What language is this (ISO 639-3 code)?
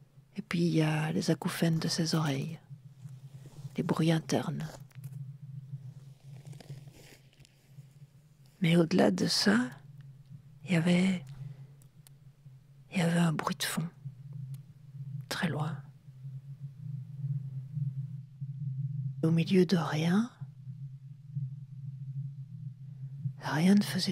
fra